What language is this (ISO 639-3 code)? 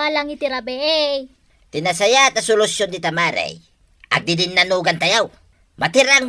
ilo